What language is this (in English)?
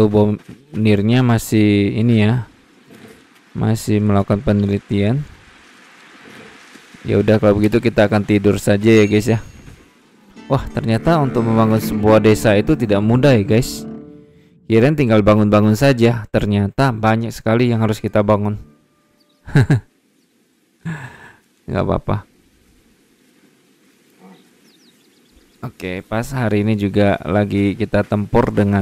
Indonesian